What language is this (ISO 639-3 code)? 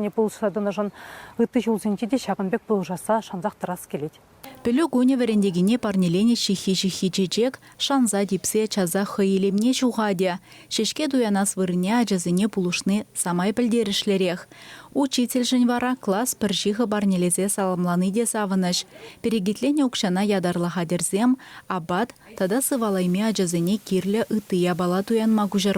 chv